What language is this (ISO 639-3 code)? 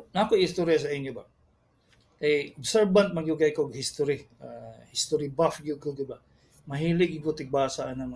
ceb